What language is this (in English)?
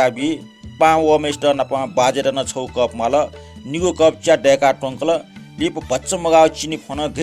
Newari